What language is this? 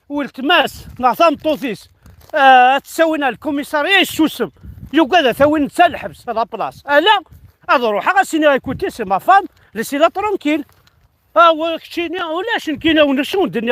Kabyle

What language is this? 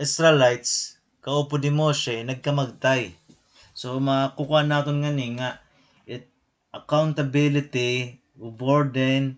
Waray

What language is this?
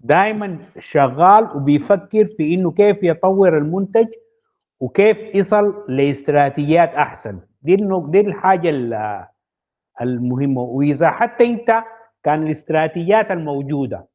Sudanese Arabic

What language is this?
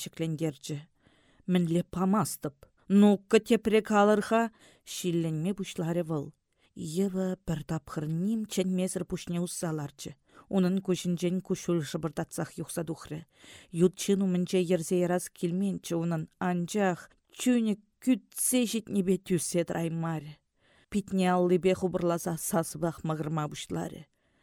Chuvash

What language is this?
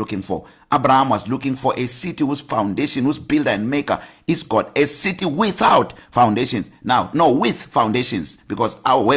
English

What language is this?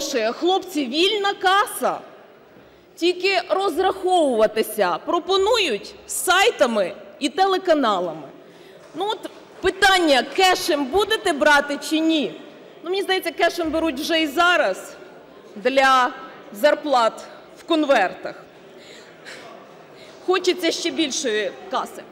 Ukrainian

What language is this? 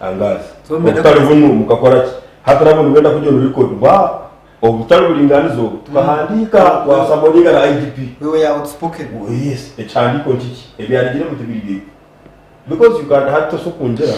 Nyankole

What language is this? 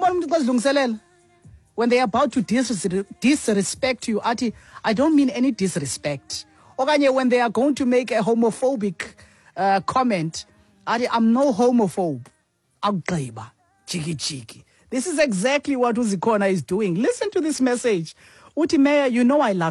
Xhosa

